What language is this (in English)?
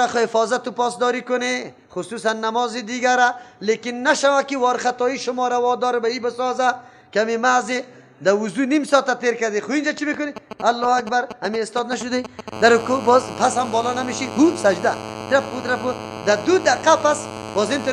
Persian